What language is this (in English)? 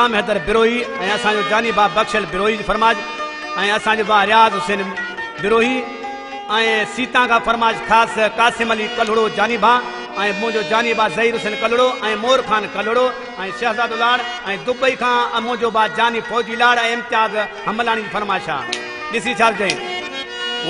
Sindhi